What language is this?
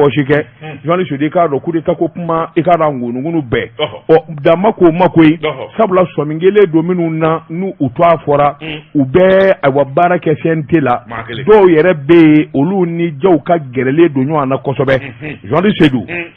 Bambara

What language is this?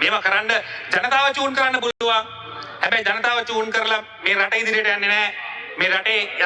Sinhala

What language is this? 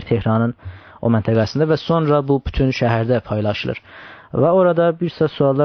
South Azerbaijani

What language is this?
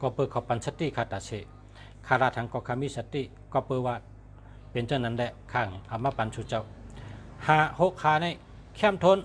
Shan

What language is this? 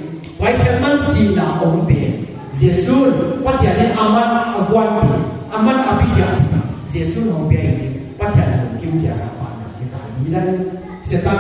Paite Chin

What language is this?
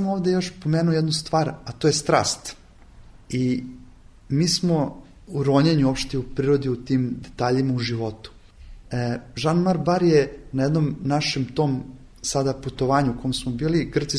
Serbian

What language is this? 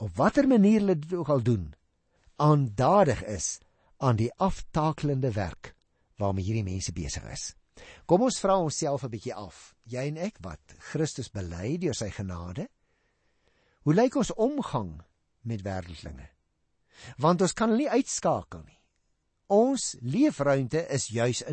Afrikaans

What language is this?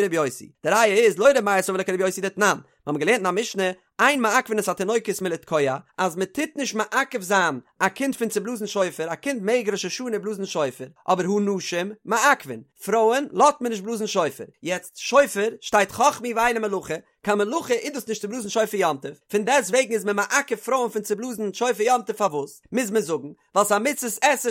Yiddish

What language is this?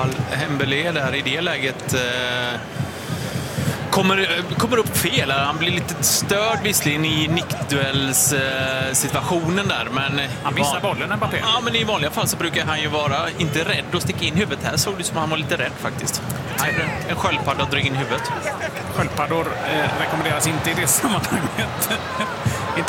Swedish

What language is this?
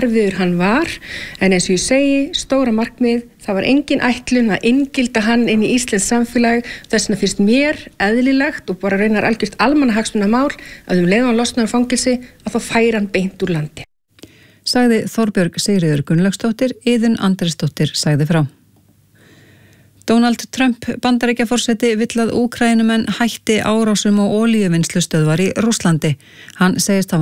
Icelandic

